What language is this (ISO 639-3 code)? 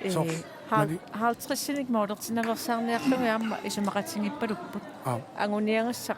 kal